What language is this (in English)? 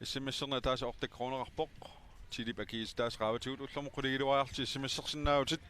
Kalaallisut